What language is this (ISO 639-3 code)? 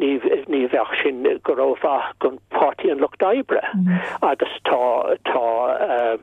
gle